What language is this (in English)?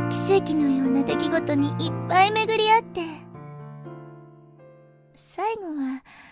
Japanese